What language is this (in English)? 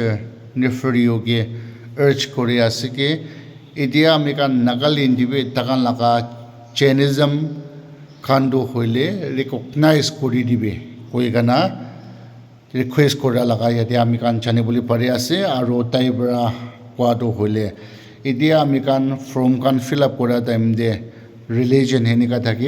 Naga Pidgin